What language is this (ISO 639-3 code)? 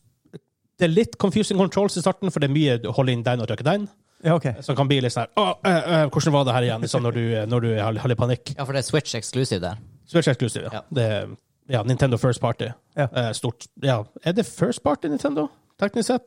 nor